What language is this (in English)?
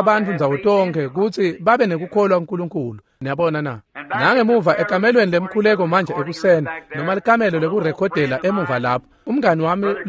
Swati